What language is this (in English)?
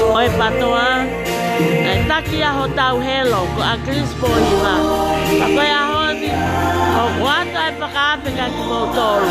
Tongan